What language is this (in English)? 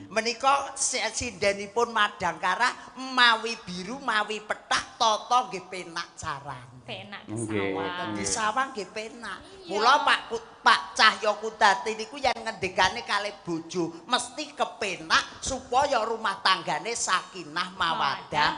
Javanese